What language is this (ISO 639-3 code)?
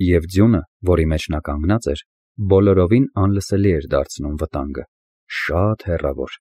hye